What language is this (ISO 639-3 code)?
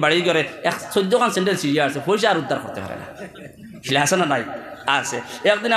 syl